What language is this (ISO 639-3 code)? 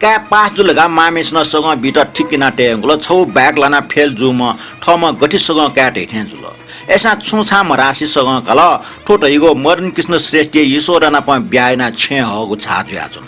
new